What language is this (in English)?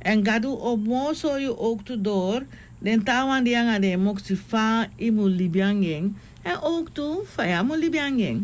Sranan Tongo